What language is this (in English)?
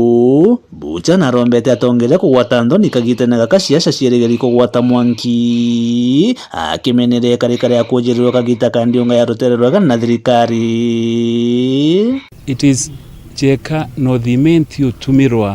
Meru